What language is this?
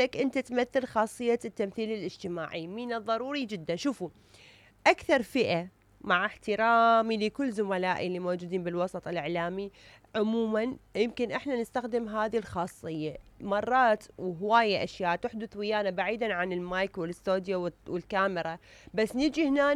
Mesopotamian Arabic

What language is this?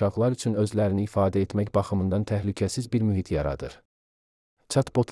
Azerbaijani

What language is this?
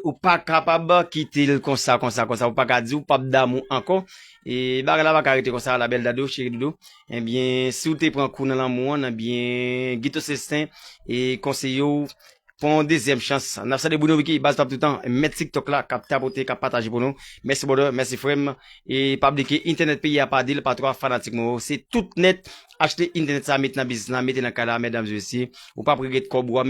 Haitian Creole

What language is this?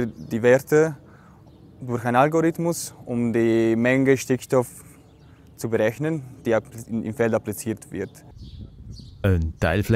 Swiss German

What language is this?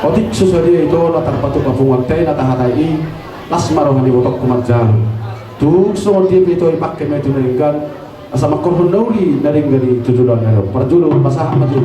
Batak Toba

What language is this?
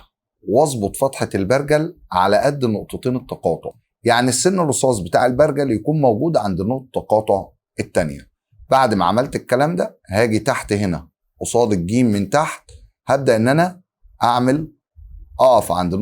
Egyptian Arabic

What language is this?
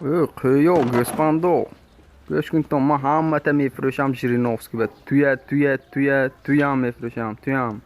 Tajik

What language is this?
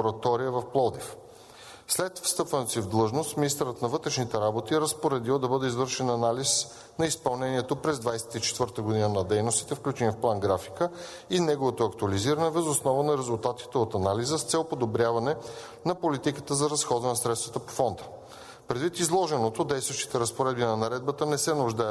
Bulgarian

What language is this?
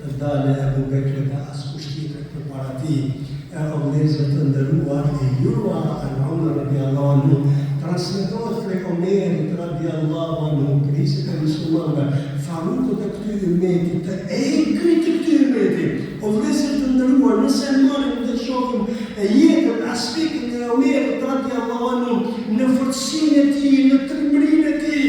Albanian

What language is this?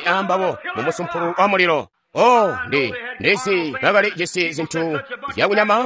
Tonga (Zambia)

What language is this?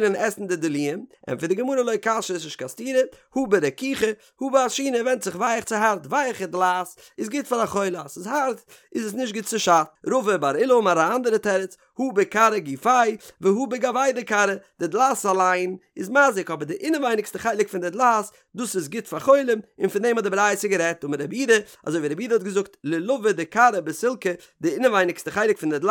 Yiddish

